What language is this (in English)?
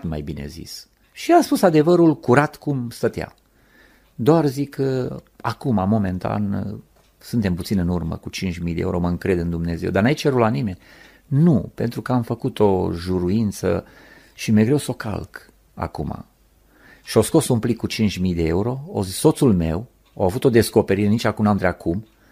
Romanian